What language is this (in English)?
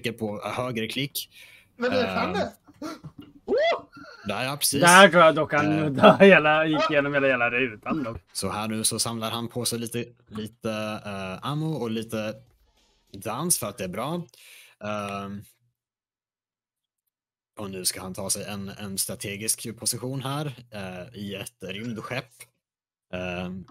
Swedish